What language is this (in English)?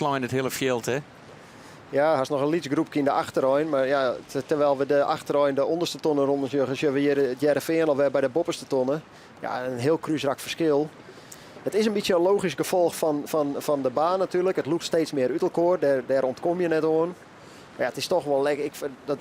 Western Frisian